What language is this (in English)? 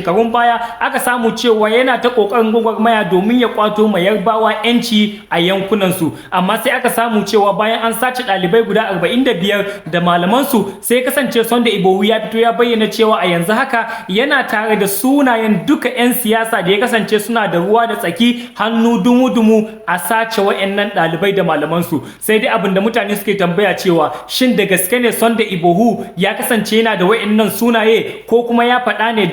Hausa